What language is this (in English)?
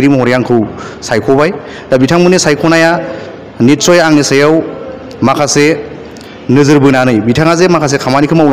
Bodo